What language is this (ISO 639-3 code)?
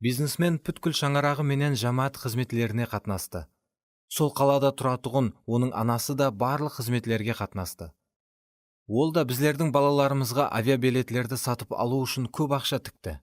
kaa